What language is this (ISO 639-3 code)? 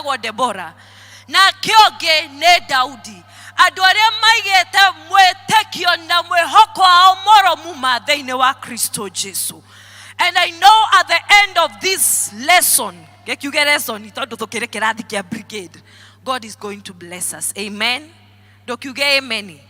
kik